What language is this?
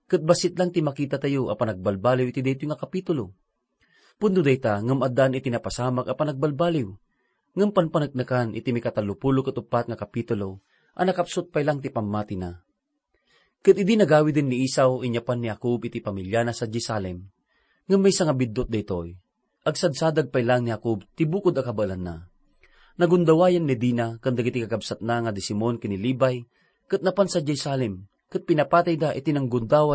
Iloko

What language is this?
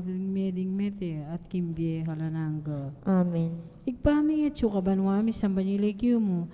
Pampanga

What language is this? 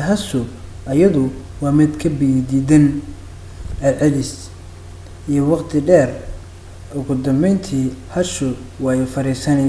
Somali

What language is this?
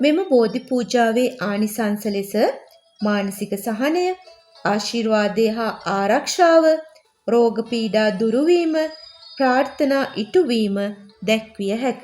Sinhala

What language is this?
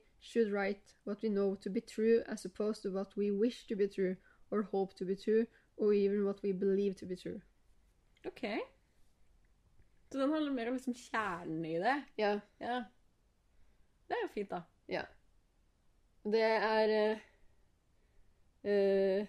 Norwegian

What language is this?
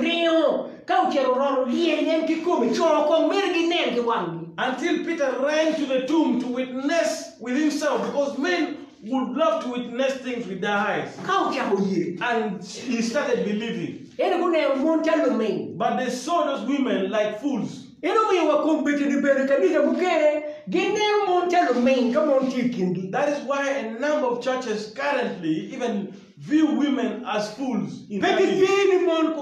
Acoli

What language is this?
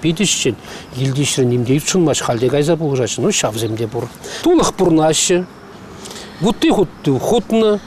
Chuvash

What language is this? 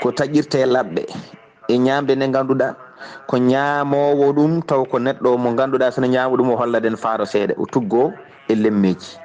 Fula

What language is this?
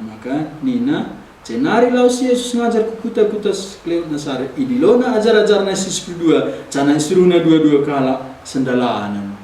Batak Karo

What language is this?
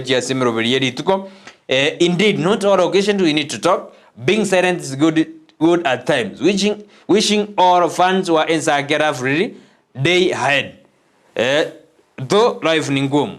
Gusii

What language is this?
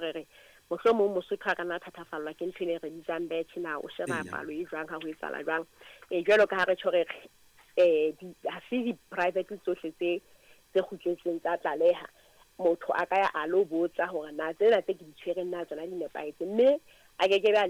Southern Sotho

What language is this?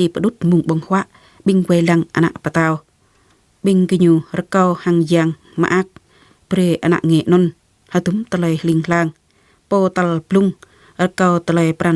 Jarai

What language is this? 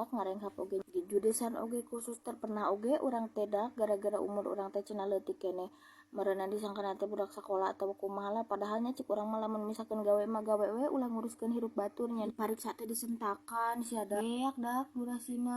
Sundanese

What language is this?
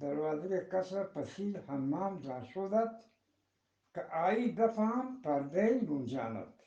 Eastern Balochi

